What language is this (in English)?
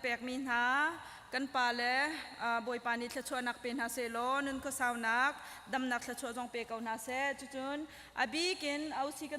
Hakha Chin